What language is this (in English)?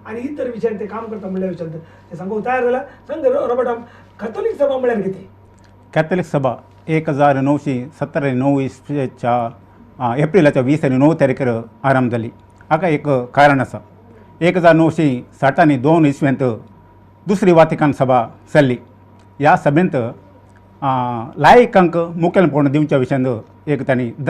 Konkani